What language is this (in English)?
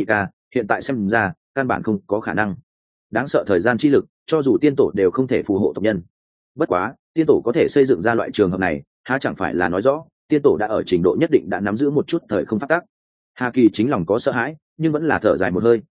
Vietnamese